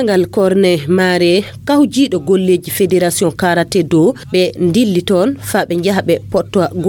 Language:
Fula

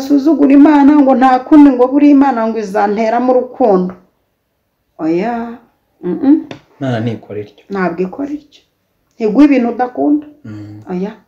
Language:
Kinyarwanda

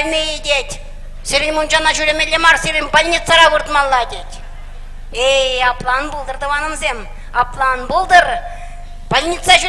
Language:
Chuvash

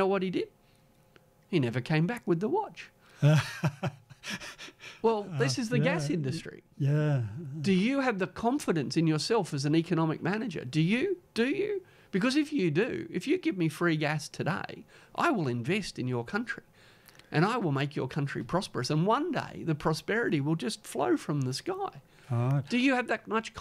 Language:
English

